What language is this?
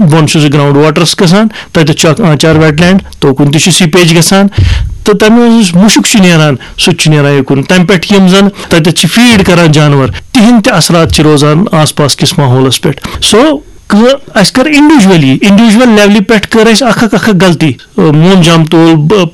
Kashmiri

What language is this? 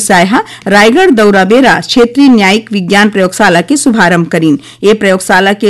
Chhattisgarhi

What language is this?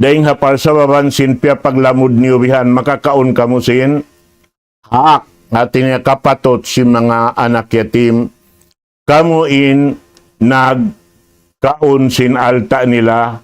Tausug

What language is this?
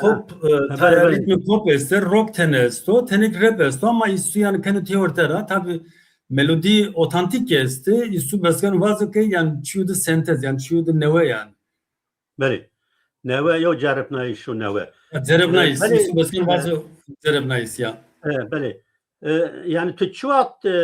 Zaza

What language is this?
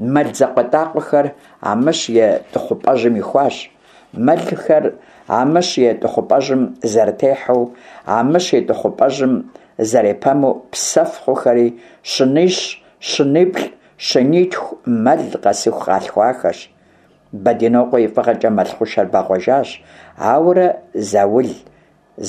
Kabardian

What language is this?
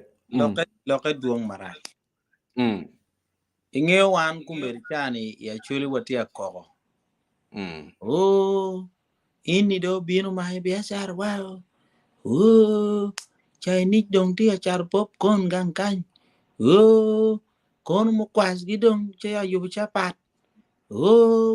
Acoli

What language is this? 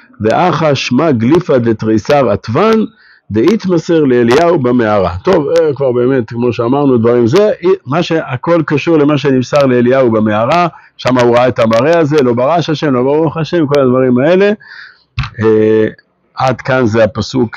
Hebrew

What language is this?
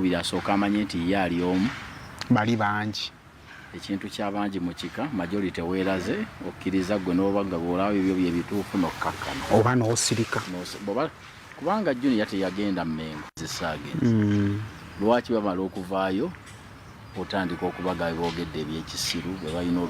Ganda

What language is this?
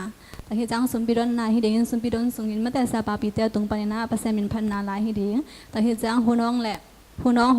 Tedim Chin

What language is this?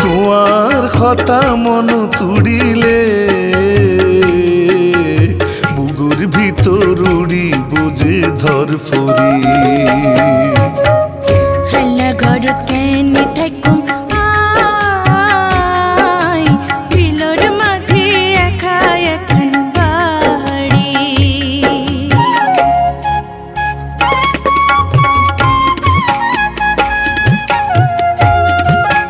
Chittagonian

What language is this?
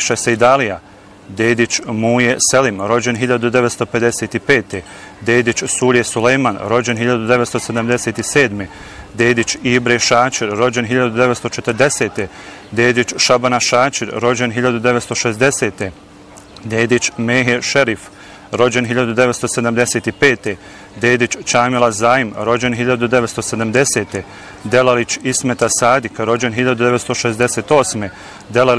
Bosnian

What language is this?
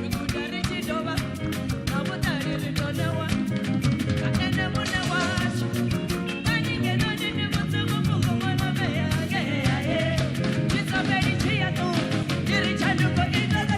Venda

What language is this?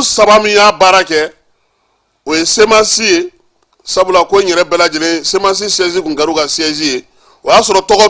Bambara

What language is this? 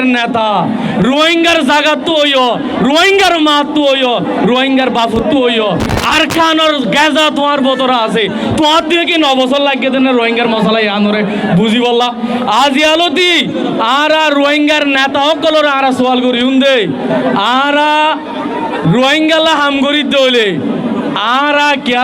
Rohingya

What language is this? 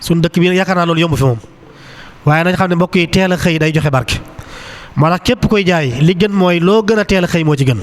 Wolof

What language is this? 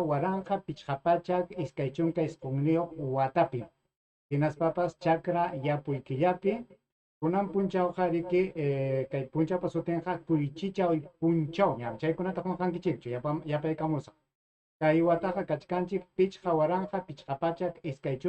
Ayacucho Quechua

